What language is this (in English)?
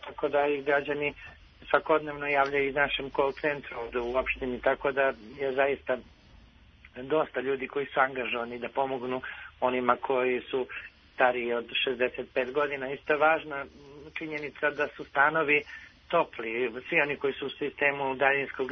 Serbian